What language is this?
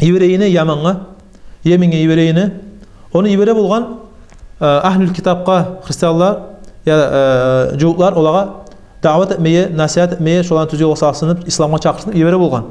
Kumyk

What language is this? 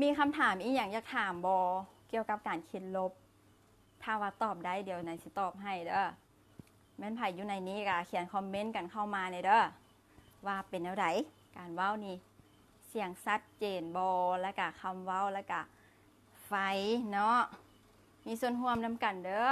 Lao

